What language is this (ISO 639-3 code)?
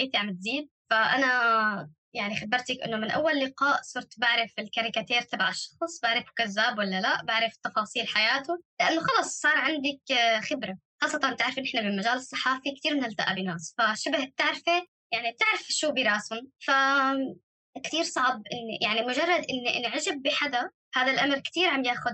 apc